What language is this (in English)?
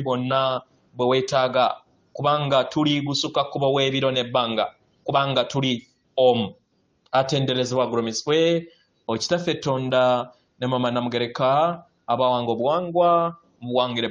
Ganda